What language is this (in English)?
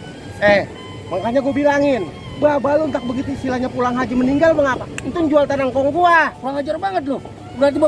Betawi